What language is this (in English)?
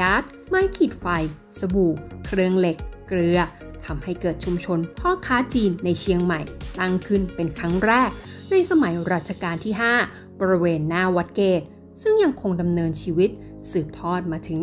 Thai